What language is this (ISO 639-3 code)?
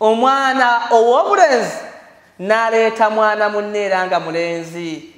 lug